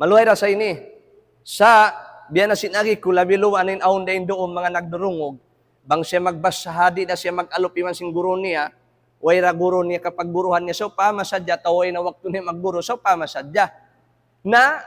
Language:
Tausug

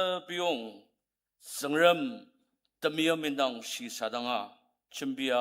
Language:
Ao Naga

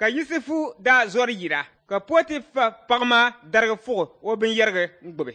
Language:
Dagbani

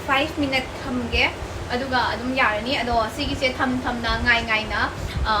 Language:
Manipuri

